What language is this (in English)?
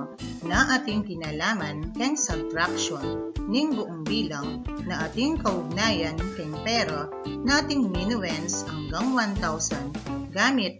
Pampanga